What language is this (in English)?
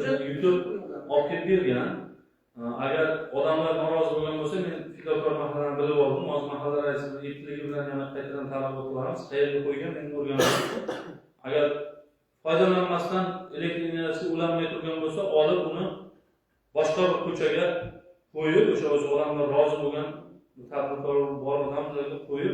Uzbek